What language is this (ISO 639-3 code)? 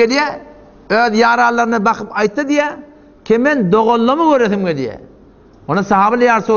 tuk